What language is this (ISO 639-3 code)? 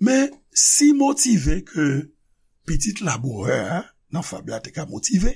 hat